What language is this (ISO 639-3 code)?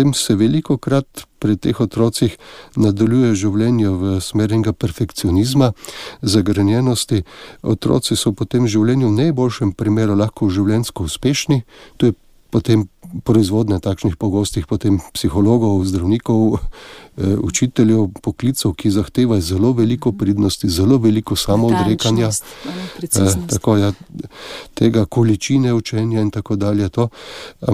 slv